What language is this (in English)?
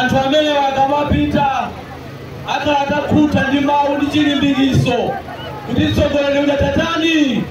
Nyanja